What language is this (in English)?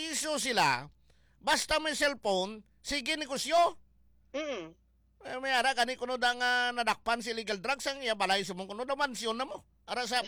Hiligaynon